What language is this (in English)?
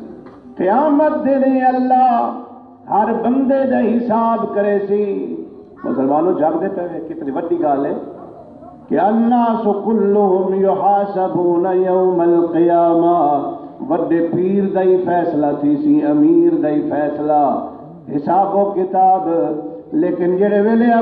Saraiki